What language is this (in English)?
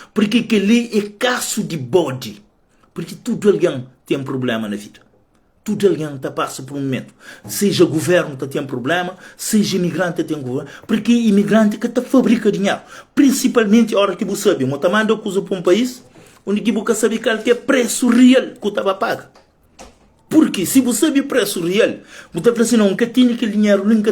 Kabuverdianu